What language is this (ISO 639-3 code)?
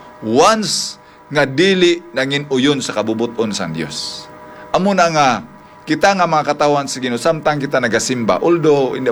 hil